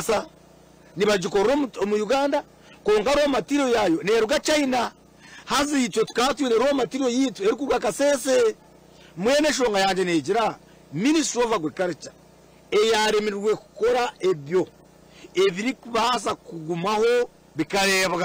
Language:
Nyankole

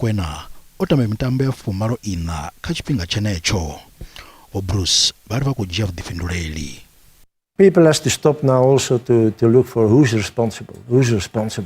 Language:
Venda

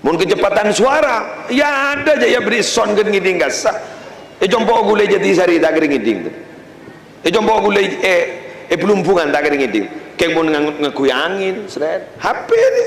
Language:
Madurese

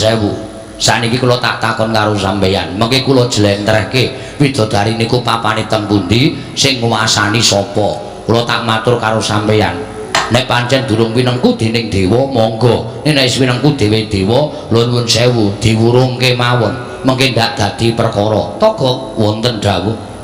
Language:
Javanese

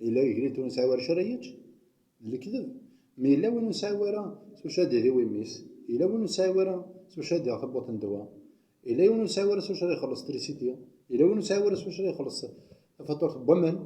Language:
Kabyle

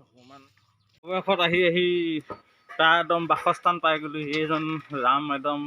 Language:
Assamese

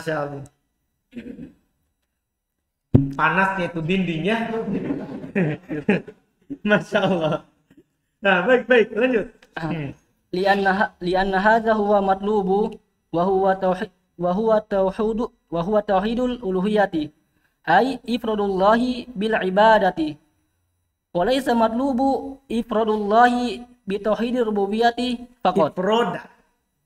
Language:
Indonesian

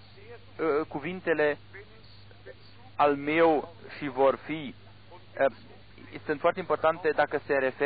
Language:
Romanian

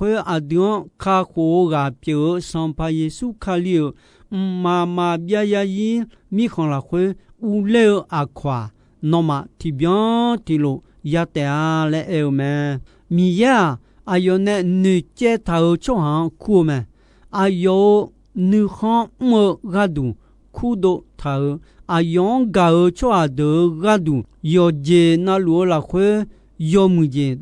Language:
Akha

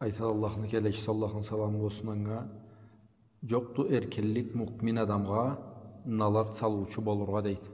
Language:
Karachay-Balkar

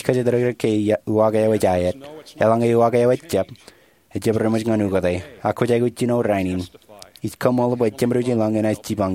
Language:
Marshallese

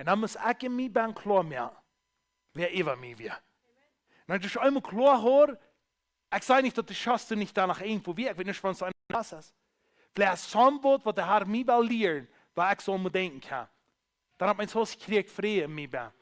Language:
Plautdietsch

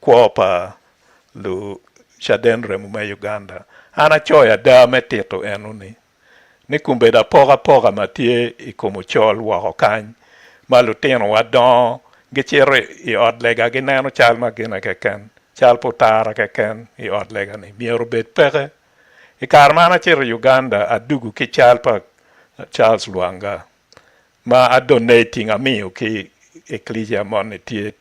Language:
Acoli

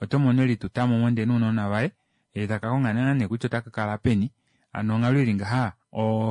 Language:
Kuanyama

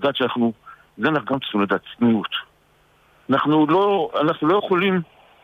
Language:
Hebrew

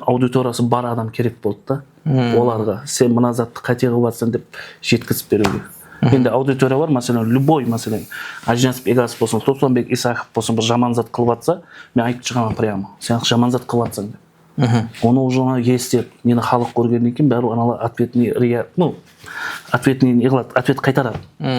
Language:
Kara-Kalpak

